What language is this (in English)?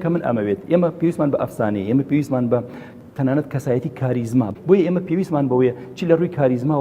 Central Kurdish